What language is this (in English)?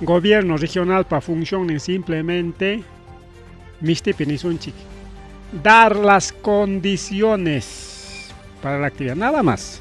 Ayacucho Quechua